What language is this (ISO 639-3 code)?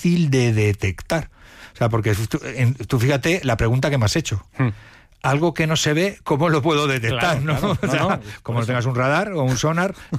spa